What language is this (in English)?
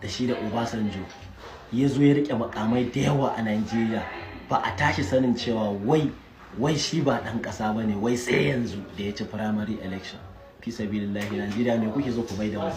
Hausa